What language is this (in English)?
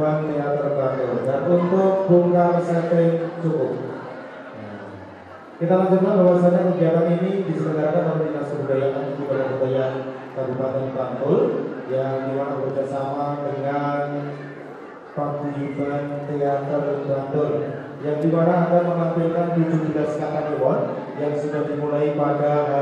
Indonesian